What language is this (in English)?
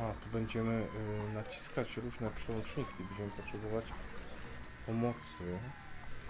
Polish